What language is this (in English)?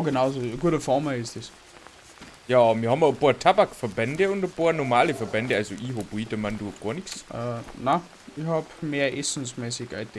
Bavarian